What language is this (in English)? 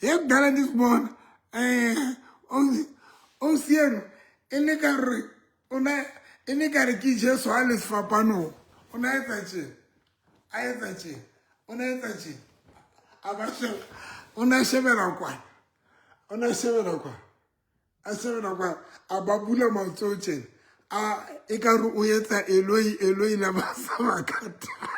Southern Sotho